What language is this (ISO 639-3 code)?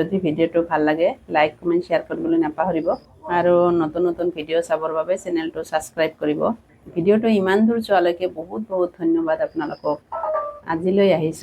asm